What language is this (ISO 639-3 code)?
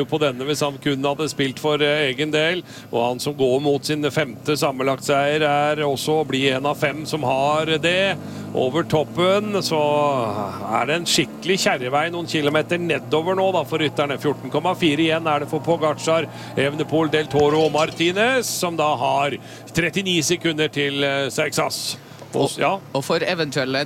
nor